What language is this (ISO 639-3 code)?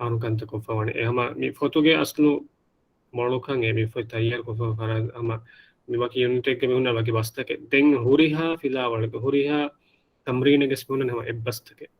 div